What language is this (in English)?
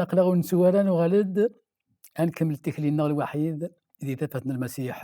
Kabyle